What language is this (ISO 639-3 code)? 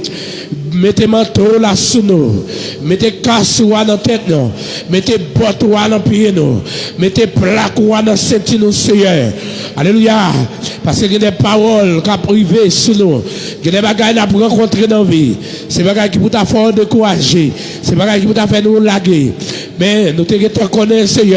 hat